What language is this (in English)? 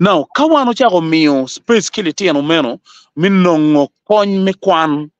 Acoli